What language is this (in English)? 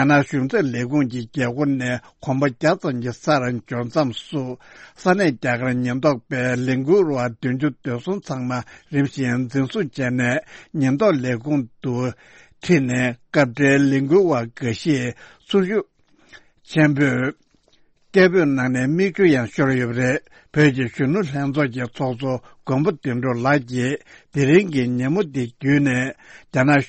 Tibetan